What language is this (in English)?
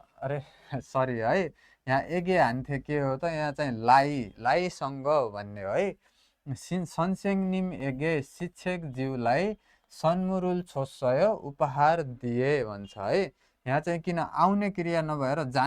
Nepali